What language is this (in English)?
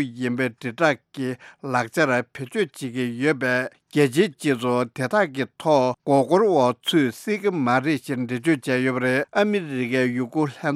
Tibetan